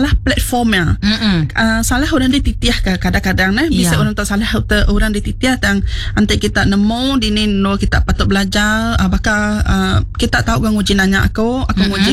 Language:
Iban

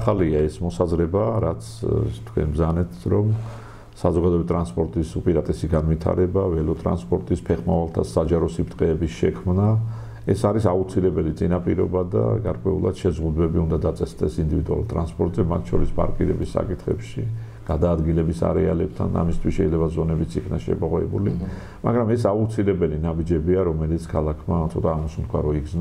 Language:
Georgian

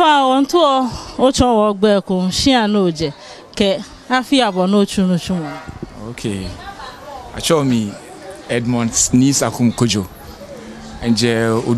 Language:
Ga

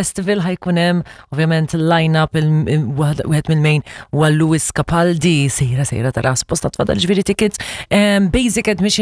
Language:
Maltese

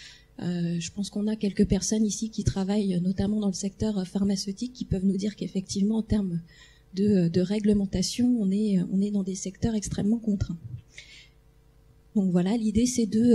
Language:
French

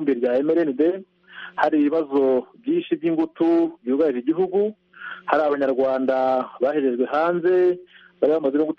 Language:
Kinyarwanda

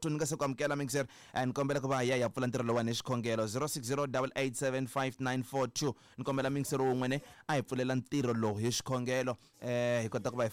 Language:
Tsonga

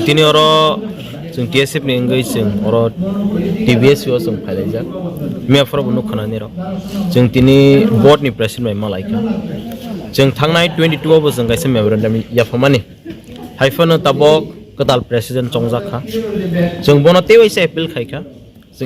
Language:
Kok Borok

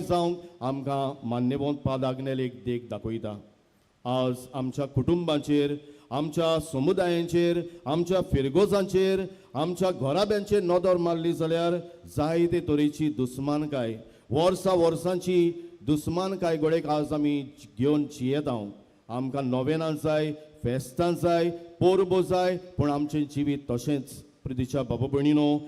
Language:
Konkani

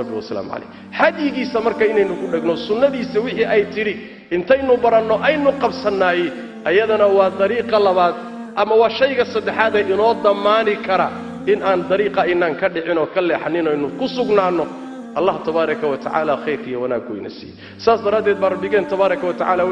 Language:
Somali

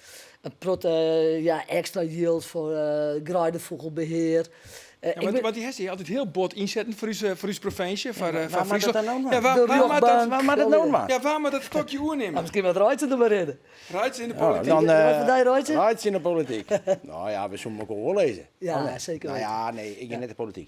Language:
Western Frisian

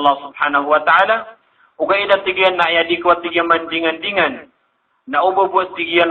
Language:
Maranao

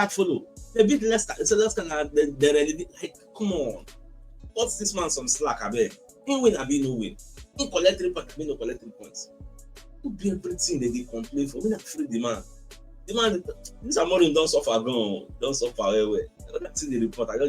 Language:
Nigerian Pidgin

